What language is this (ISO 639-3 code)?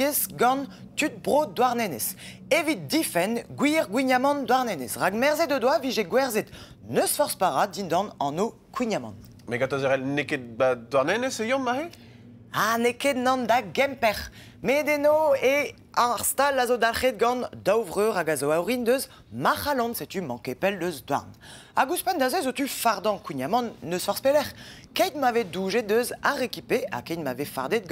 bre